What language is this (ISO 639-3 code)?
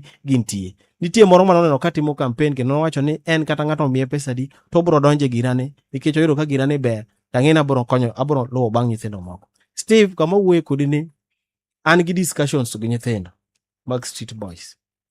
luo